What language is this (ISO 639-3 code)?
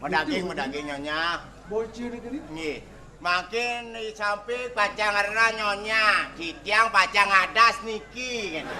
ban